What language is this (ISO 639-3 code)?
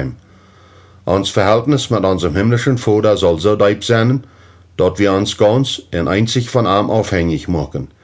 pdt